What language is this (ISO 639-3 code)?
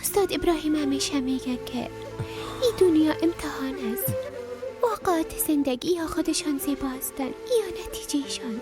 fas